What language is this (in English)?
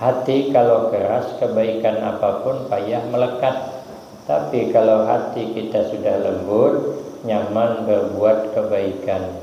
Banjar